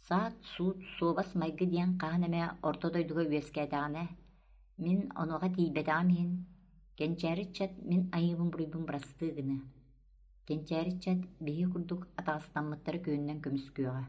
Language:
Yakut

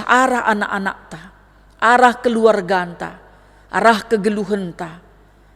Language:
Batak Karo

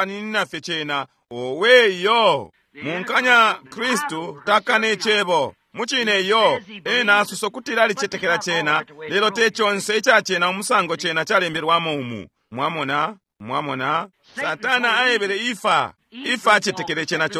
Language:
Bemba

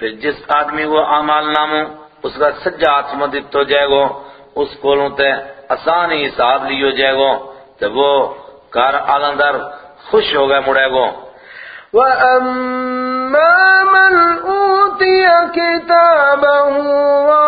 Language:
Gujari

